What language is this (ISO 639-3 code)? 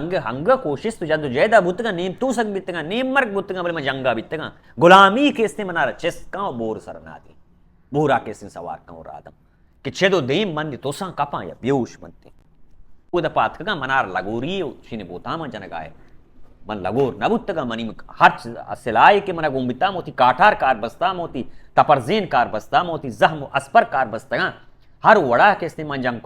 bal